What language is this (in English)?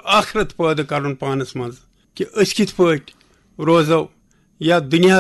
Kashmiri